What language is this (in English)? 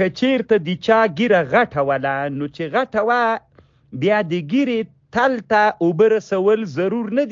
Pashto